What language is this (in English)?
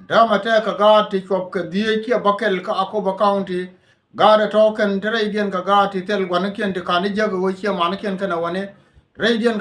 Nuer